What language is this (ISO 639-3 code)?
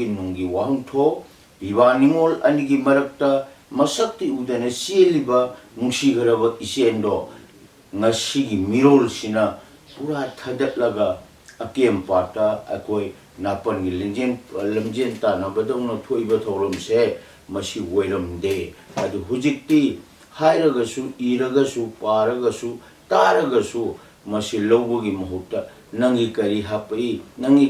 mni